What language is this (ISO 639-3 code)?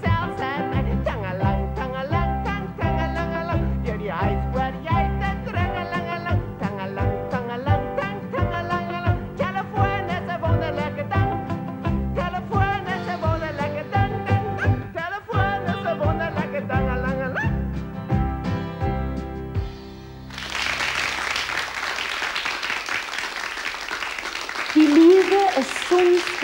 afr